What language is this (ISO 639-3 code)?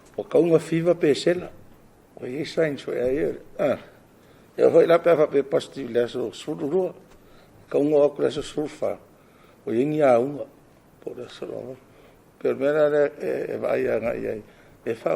smo